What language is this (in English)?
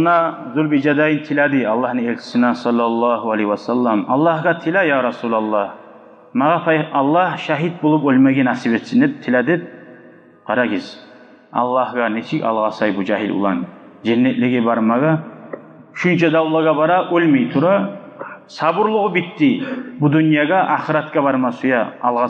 Kumyk